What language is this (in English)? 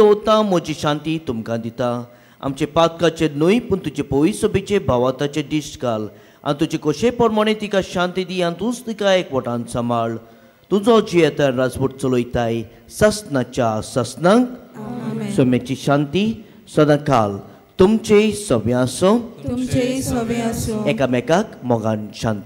Konkani